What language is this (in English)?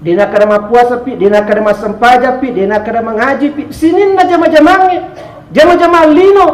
Buginese